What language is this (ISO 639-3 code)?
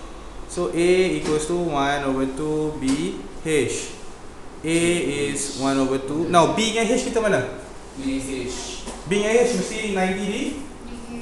msa